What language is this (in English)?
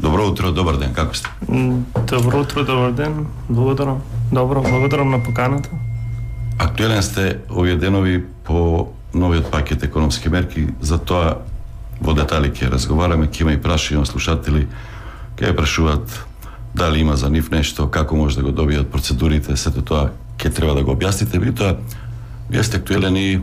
Macedonian